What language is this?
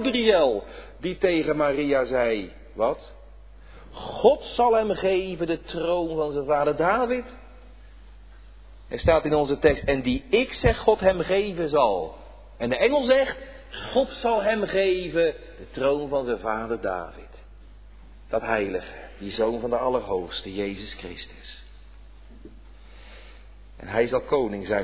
Dutch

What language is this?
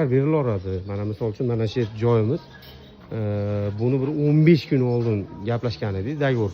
Uzbek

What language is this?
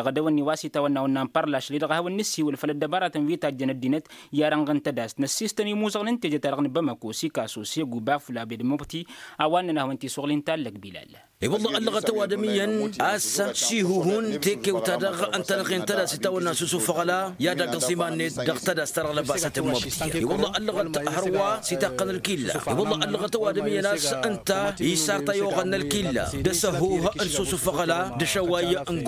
Tamasheq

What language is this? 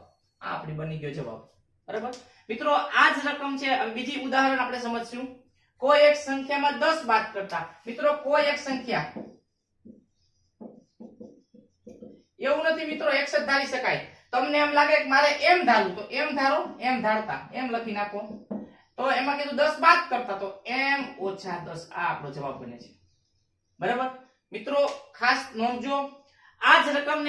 Gujarati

